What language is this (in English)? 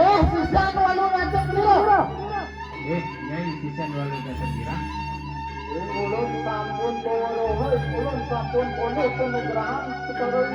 Balinese